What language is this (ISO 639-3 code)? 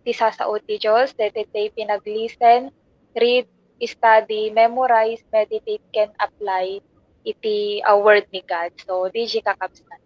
ilo